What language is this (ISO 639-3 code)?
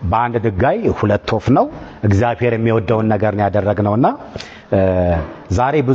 amh